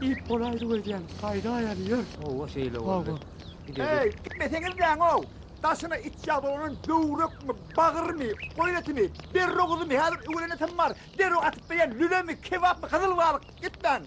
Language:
Turkmen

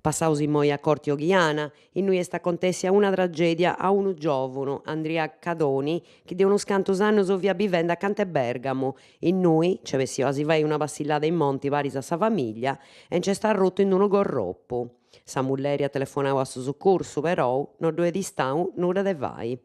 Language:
Sardinian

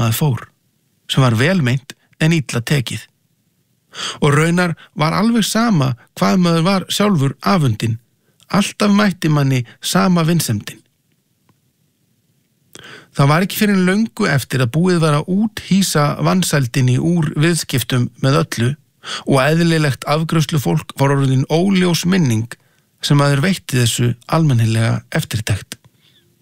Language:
Icelandic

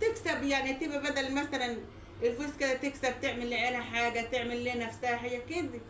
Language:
Egyptian Arabic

